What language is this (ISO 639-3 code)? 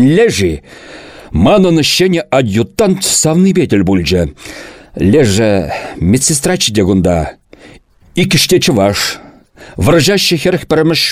chv